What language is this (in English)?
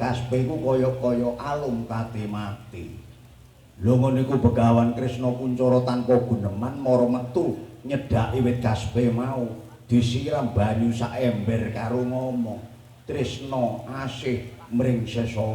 Javanese